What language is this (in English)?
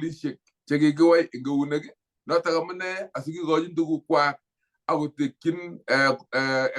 Kalenjin